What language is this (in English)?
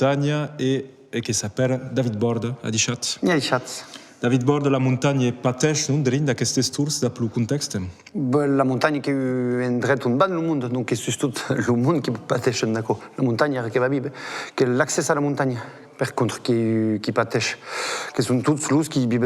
Occitan